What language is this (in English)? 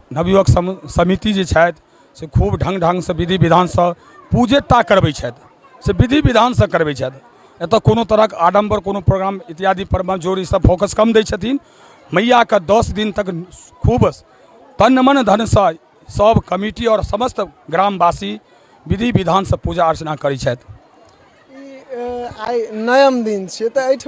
Maithili